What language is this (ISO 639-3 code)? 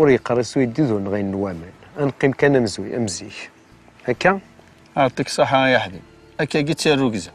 kab